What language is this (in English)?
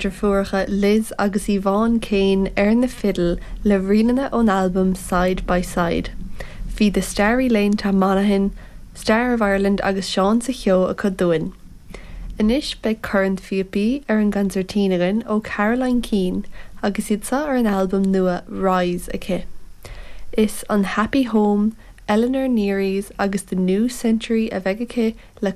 Irish